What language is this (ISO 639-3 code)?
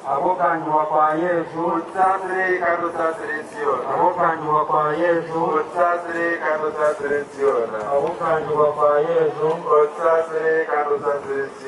nyn